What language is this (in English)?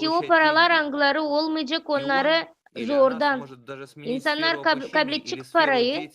Gagauz